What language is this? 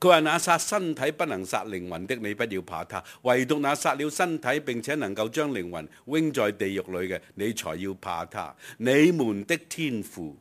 Cantonese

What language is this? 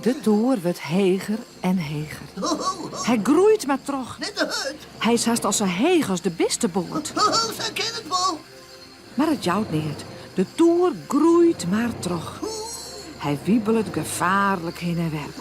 Western Frisian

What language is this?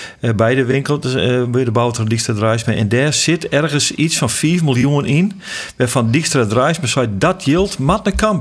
Western Frisian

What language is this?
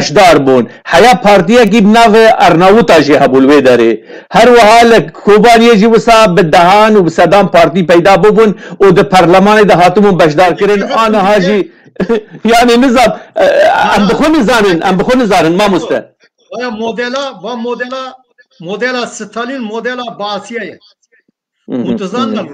Kurdish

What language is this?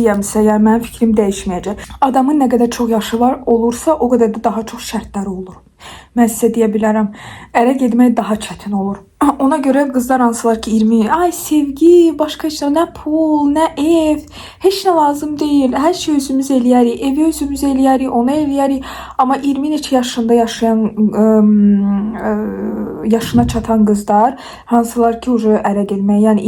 Azerbaijani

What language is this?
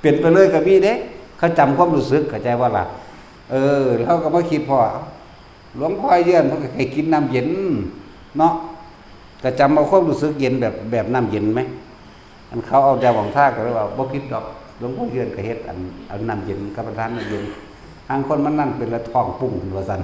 Northeastern Thai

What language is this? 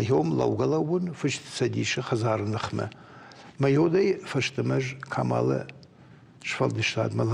Ossetic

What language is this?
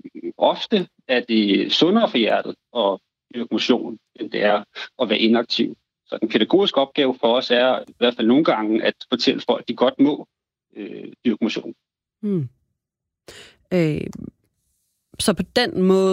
Danish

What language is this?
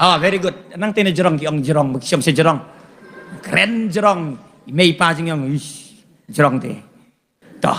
Khasi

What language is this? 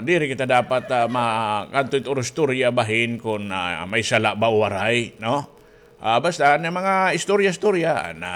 Waray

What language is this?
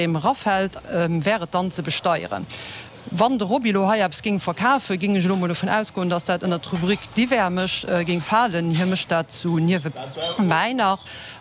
Luxembourgish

